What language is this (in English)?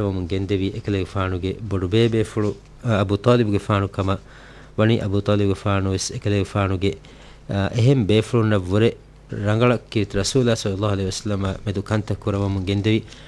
Divehi